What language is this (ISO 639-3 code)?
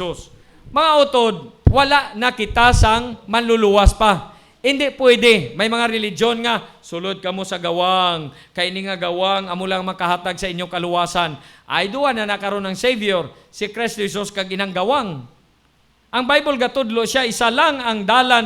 hil